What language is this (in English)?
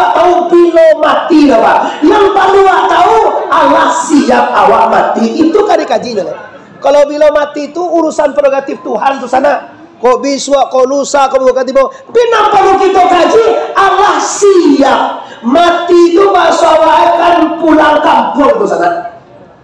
Minangkabau